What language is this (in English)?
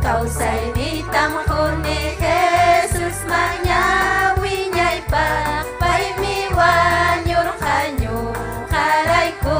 Ayacucho Quechua